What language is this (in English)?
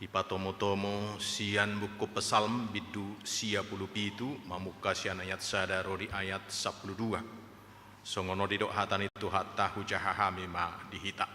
Batak Toba